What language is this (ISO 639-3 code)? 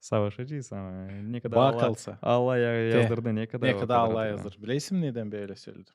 gag